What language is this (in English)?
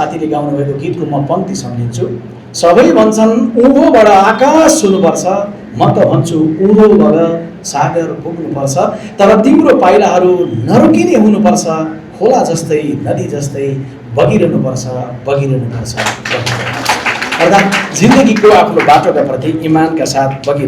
Nepali